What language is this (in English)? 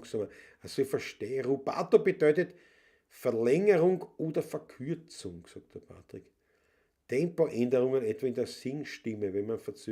Bavarian